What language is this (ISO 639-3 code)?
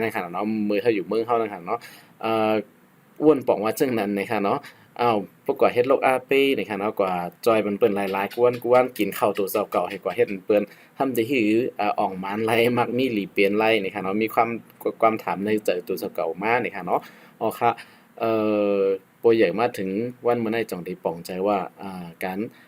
shn